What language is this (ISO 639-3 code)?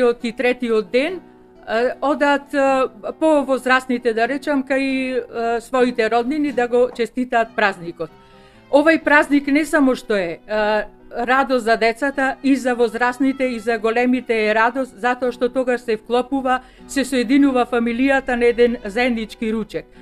mkd